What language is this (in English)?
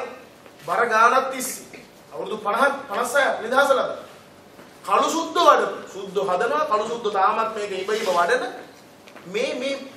Sinhala